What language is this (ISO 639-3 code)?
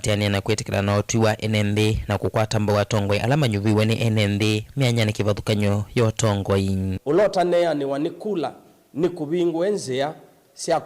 kam